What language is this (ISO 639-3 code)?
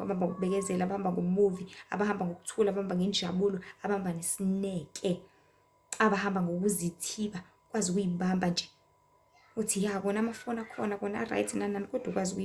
zul